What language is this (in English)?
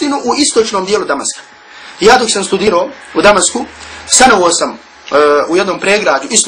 Bosnian